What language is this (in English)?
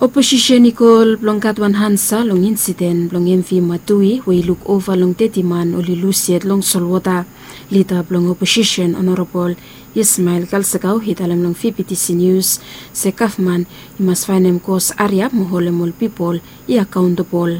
Bislama